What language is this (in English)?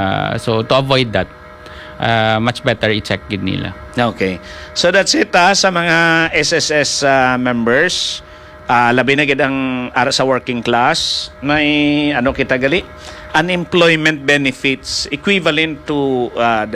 Hiligaynon